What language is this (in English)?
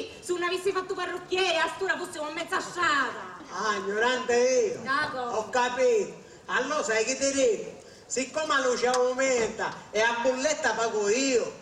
Sicilian